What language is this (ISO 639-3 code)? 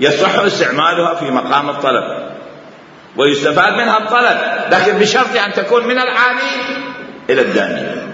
acm